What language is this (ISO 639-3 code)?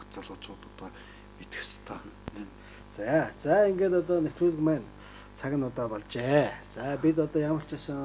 mon